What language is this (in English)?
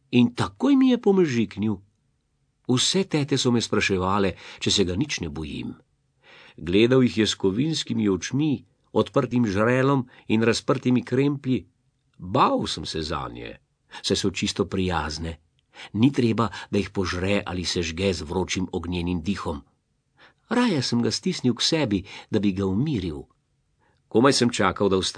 Slovenian